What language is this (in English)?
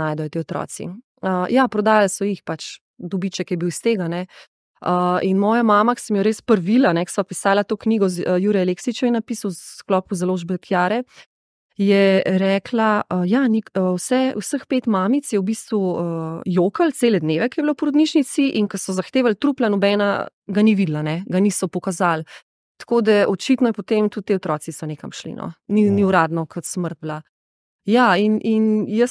Slovenian